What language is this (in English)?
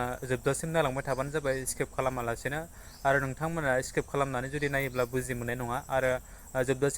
Bodo